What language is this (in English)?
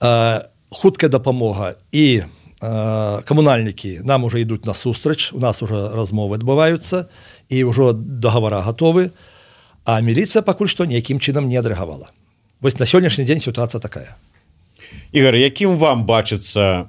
Belarusian